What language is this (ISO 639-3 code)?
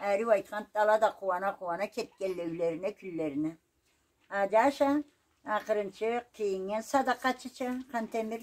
krc